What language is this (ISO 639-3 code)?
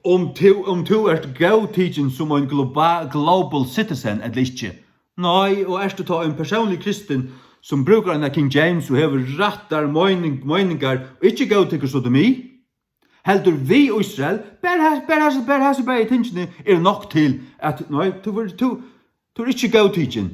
fao